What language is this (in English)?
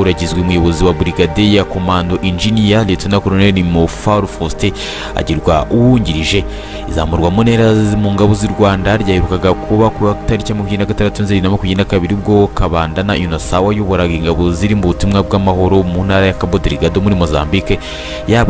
Kinyarwanda